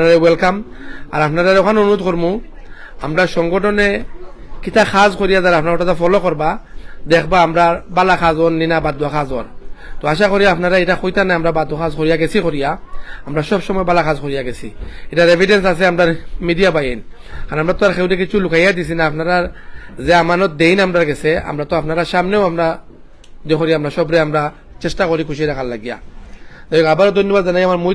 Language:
Sylheti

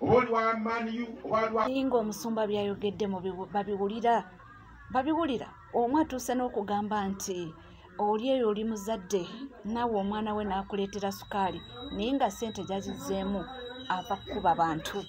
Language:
Ganda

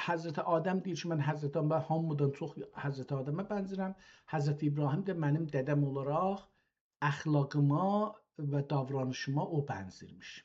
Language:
South Azerbaijani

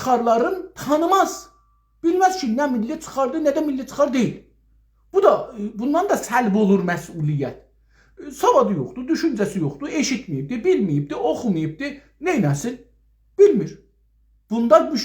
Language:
South Azerbaijani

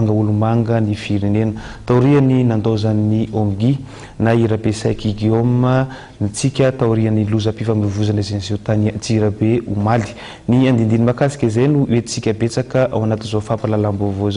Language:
Malagasy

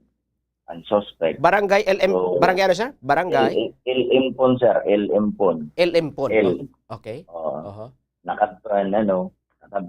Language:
Waray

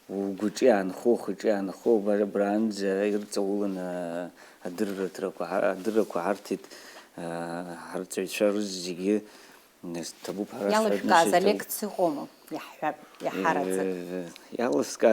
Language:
Abkhazian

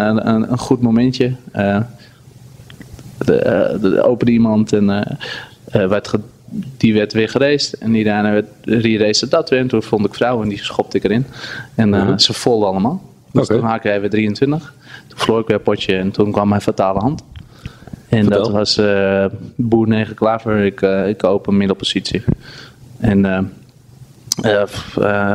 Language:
Dutch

